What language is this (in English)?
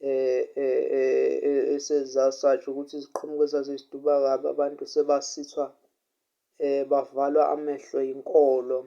Zulu